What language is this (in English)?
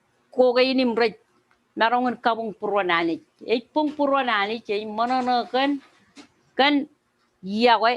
Marshallese